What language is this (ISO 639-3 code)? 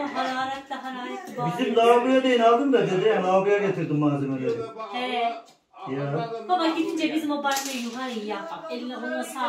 tur